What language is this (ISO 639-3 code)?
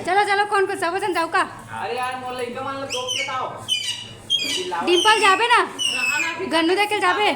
hne